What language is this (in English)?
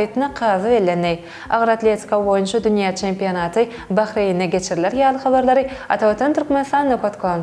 Turkmen